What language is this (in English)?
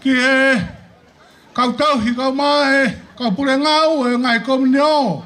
Tongan